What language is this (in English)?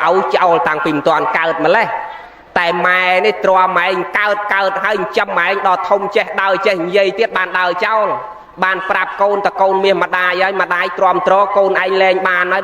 Khmer